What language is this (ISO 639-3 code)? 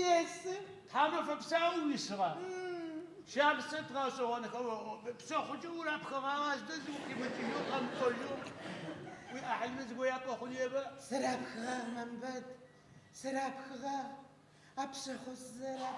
ady